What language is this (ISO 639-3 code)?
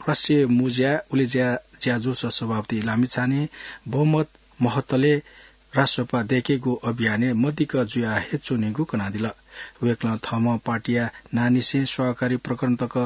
new